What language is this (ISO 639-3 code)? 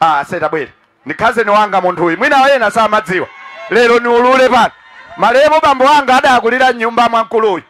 nya